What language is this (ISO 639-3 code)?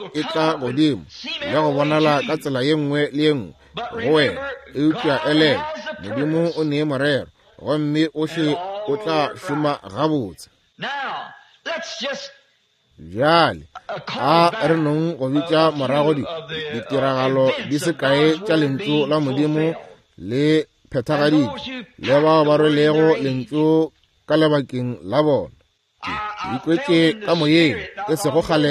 nso